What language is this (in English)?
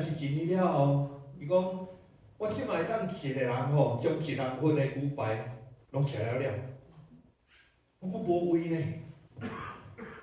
Min Nan Chinese